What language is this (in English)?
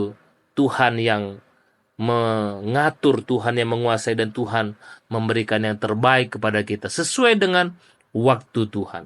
Batak Karo